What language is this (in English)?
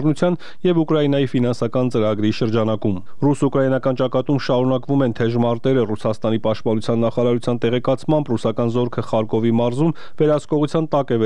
Armenian